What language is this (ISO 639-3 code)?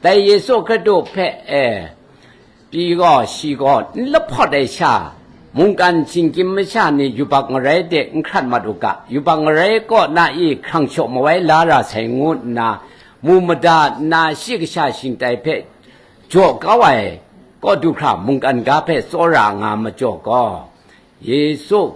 kac